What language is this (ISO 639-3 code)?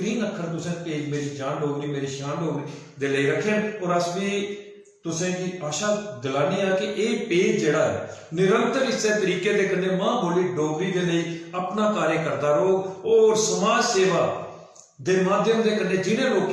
doi